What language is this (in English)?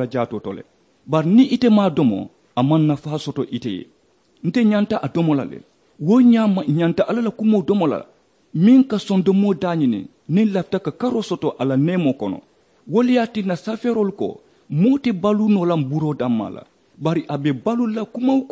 Mandingo